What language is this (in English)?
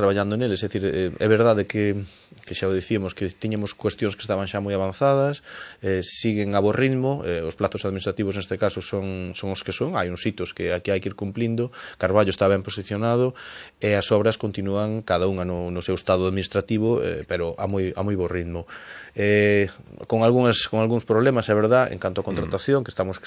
Galician